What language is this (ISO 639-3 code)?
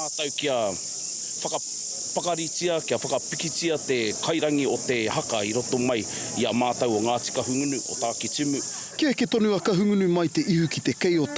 mri